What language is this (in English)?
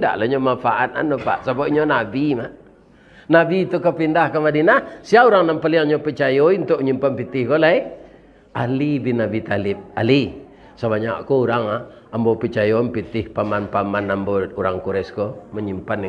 Minangkabau